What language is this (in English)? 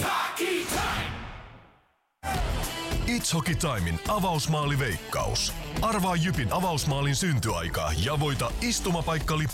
Finnish